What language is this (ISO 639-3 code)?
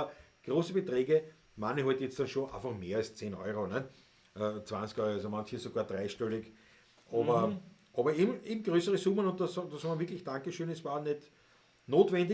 bar